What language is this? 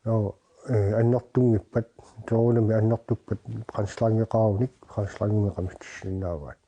Kalaallisut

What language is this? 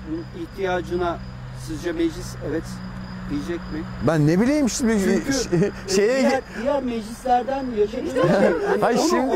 Turkish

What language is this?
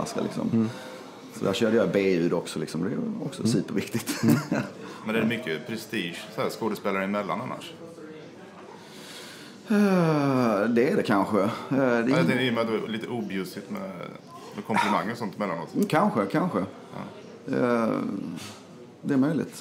Swedish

